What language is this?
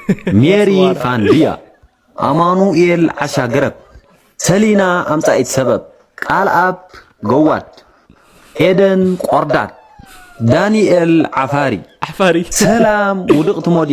Tigrinya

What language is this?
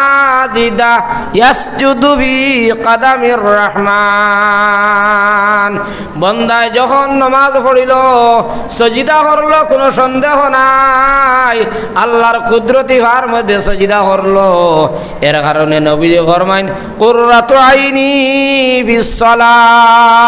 Sylheti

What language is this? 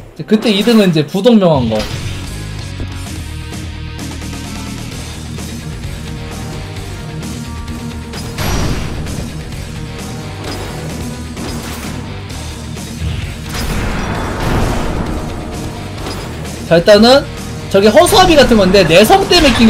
Korean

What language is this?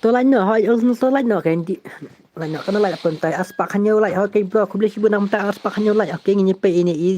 Khasi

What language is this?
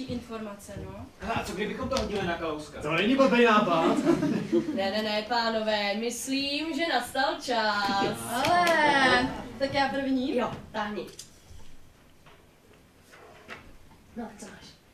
Czech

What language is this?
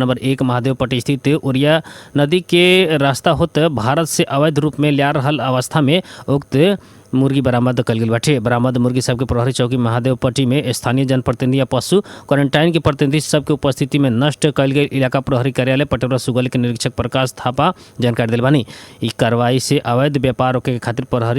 Bhojpuri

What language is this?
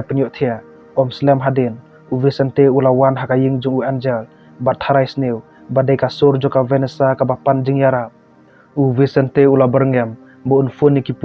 Khasi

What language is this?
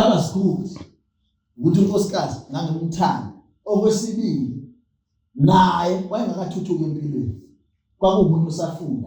Zulu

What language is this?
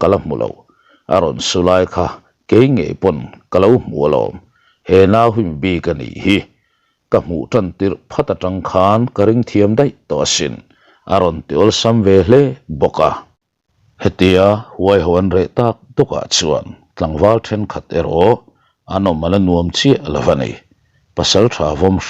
Mizo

